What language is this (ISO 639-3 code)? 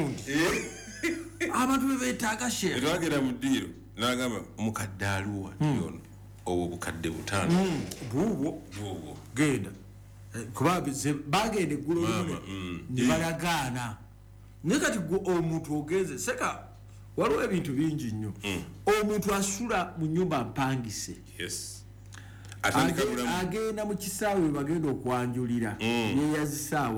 lug